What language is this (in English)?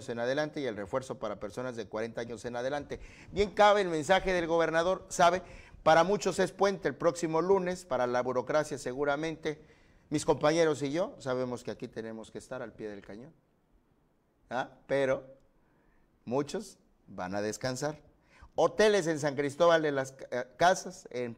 Spanish